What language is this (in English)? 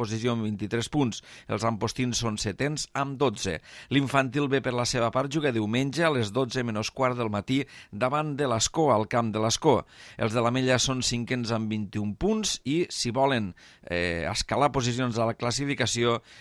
Catalan